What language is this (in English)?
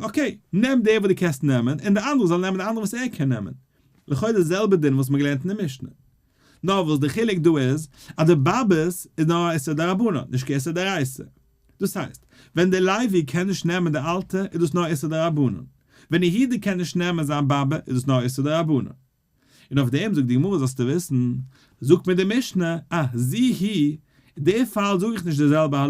Yiddish